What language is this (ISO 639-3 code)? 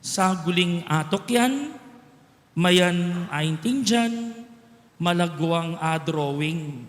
pam